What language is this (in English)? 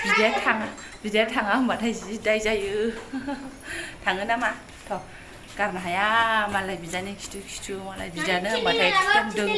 Bodo